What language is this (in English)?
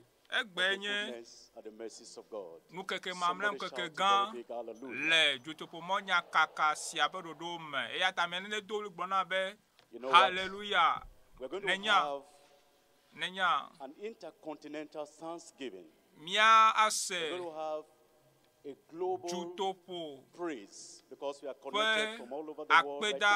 Ewe